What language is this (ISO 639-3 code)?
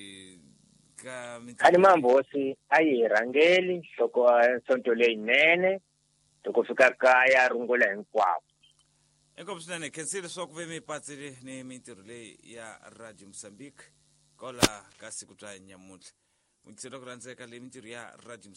tso